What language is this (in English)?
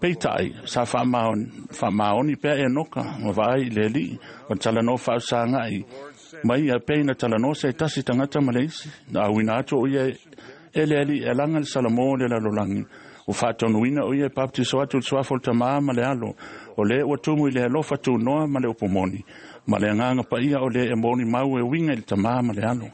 Samoan